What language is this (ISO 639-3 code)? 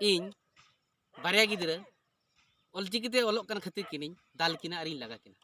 sat